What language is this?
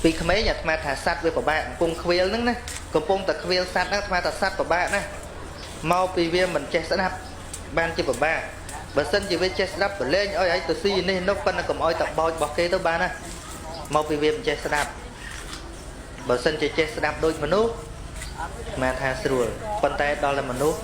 Khmer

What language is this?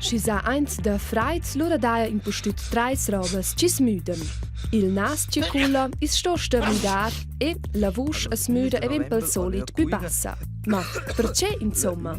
Romansh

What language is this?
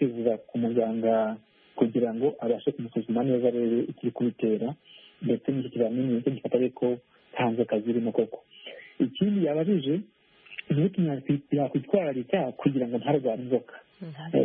Kinyarwanda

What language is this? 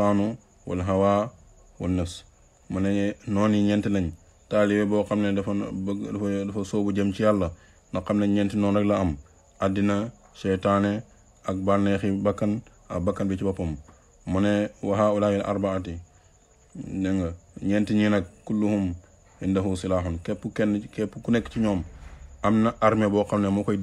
Wolof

